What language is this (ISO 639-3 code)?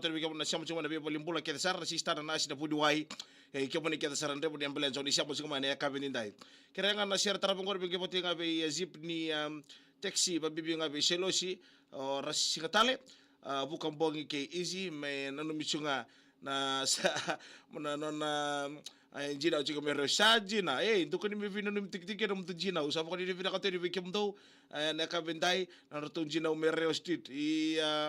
fij